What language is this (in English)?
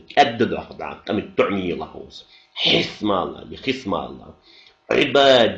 Ingush